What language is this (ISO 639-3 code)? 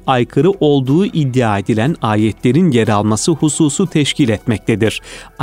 tur